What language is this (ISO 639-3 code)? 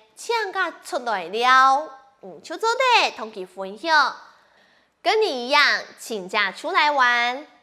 hak